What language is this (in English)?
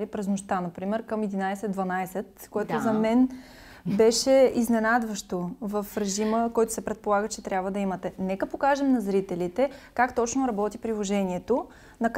Bulgarian